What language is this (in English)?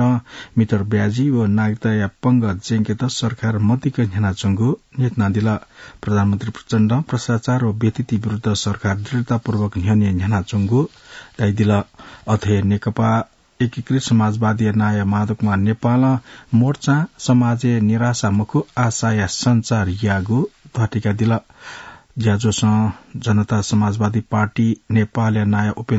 Newari